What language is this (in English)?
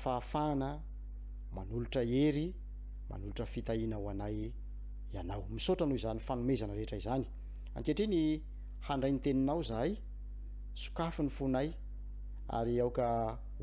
Malagasy